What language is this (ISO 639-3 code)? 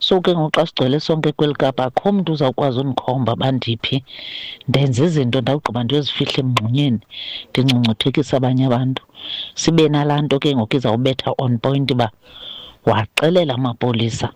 xho